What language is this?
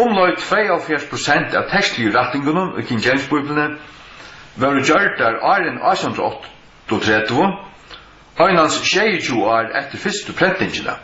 Faroese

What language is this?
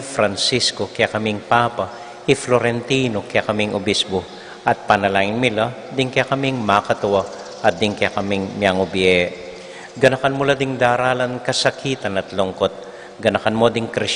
Pampanga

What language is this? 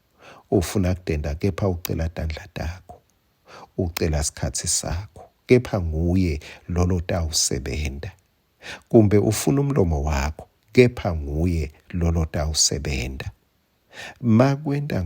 Swati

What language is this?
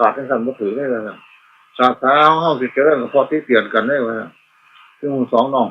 Northeastern Thai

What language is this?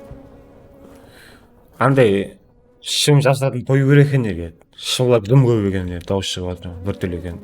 Kara-Kalpak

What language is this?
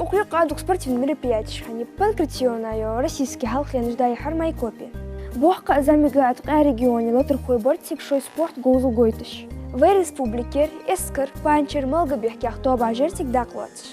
Ingush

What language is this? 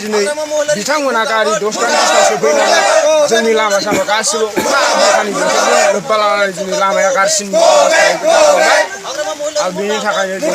Bodo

